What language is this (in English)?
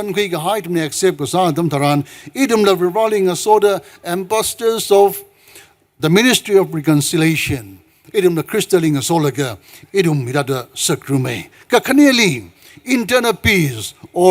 Tangkhul Naga (India)